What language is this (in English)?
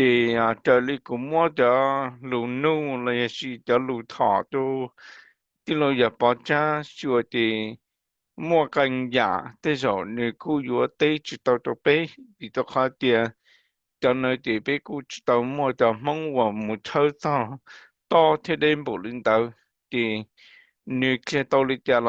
Hmong